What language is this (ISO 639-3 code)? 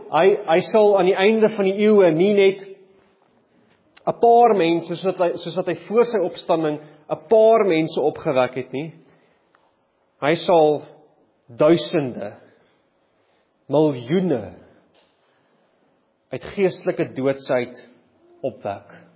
afr